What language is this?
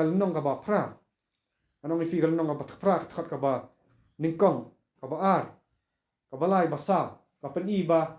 Khasi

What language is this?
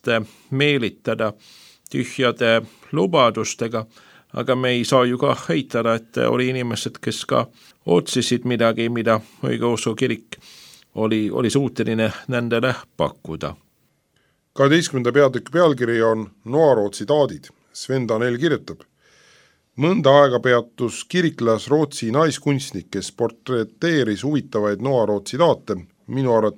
Estonian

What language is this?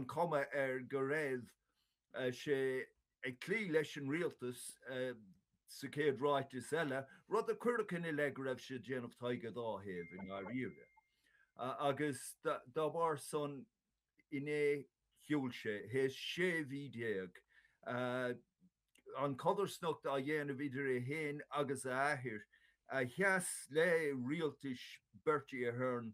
Irish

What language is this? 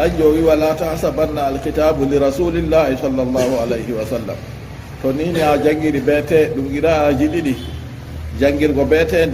Fula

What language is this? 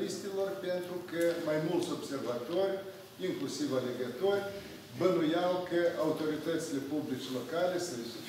Romanian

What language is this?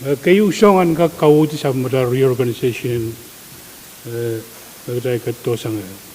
Pohnpeian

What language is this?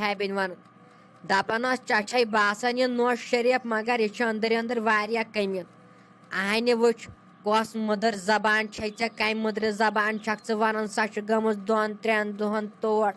Kashmiri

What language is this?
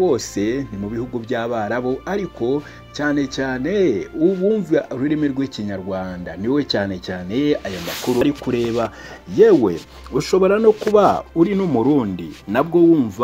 Kinyarwanda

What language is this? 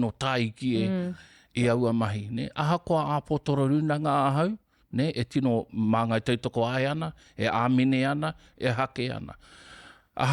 Māori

